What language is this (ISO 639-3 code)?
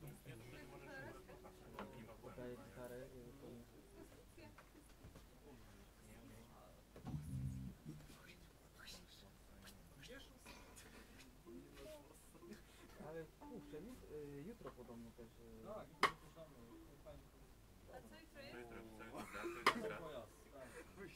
pol